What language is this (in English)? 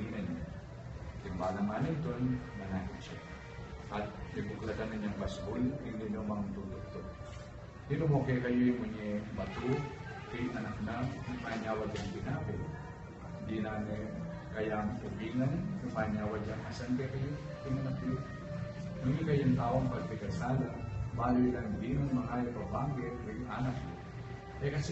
Pampanga